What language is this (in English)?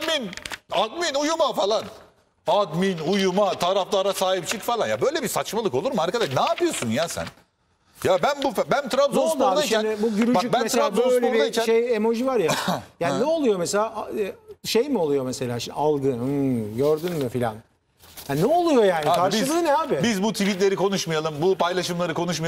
Turkish